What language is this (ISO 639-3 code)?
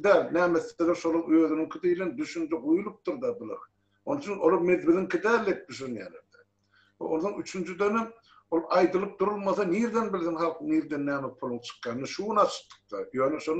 tuk